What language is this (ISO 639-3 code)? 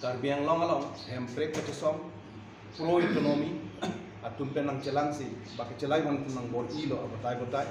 mjw